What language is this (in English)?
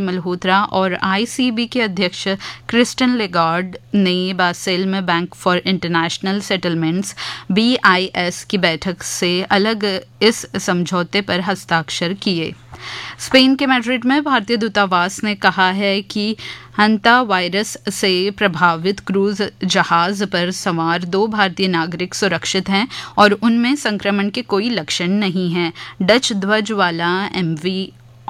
Hindi